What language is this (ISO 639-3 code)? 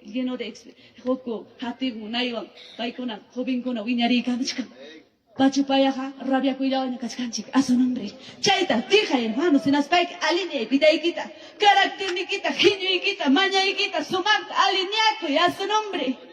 quy